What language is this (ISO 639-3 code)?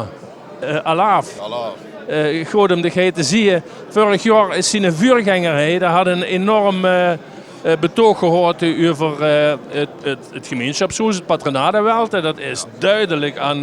lim